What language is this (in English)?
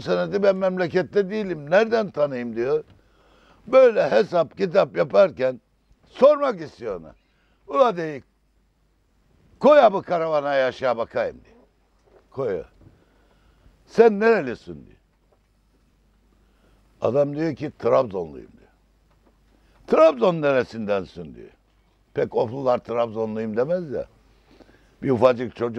Turkish